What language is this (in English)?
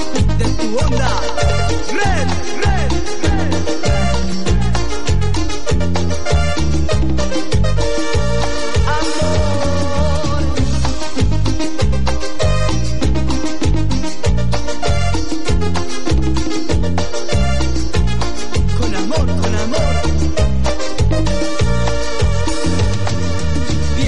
Spanish